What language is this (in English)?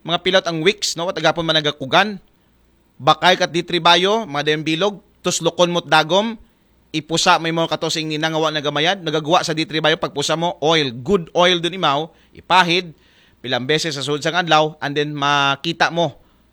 Aklanon